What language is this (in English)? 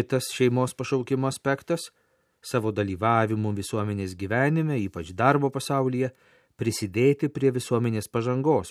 Lithuanian